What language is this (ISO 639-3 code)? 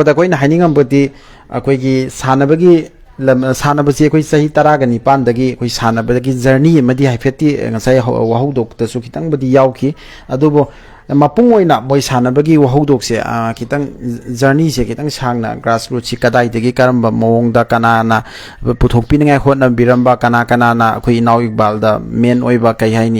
mni